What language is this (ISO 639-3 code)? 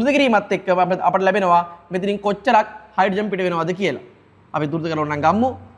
sin